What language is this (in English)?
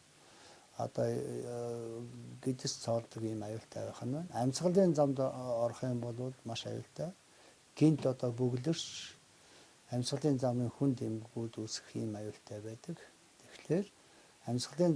Mongolian